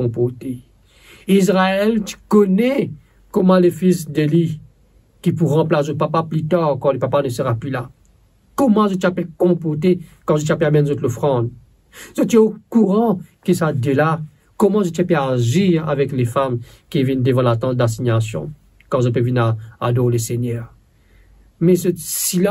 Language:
Morisyen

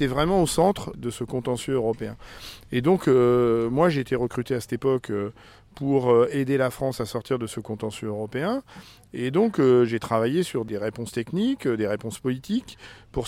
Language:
French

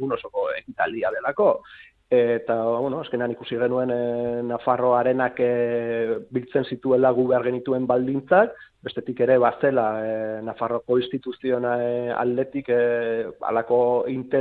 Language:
Basque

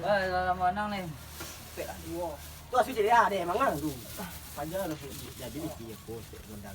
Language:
Minangkabau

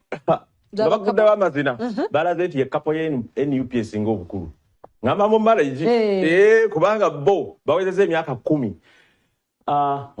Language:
Ganda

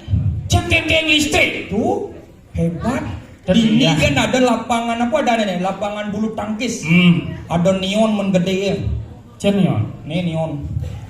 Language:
Balinese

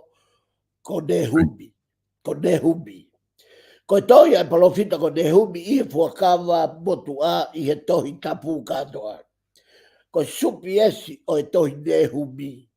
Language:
Tongan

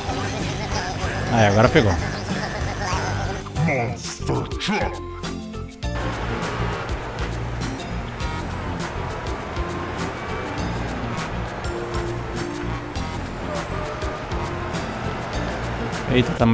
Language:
Portuguese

